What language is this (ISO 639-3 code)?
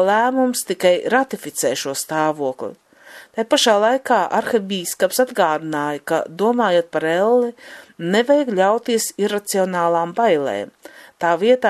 lav